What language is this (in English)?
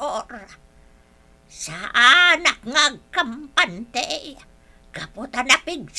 Iloko